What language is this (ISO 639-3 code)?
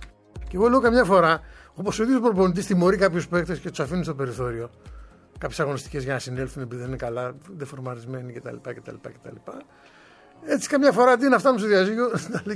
ell